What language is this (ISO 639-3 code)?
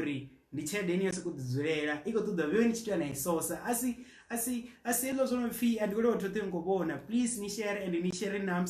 ven